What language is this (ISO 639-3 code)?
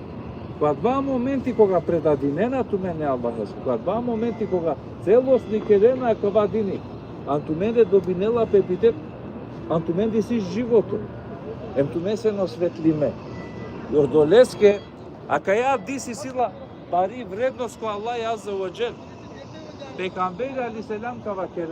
rmn